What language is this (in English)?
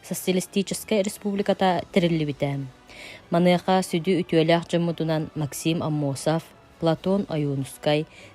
Yakut